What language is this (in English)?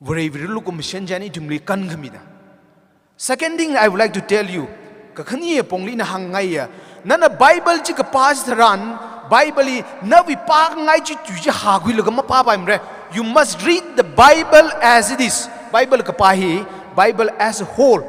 Tangkhul Naga (India)